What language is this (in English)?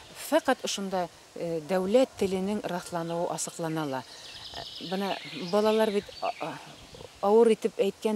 Bashkir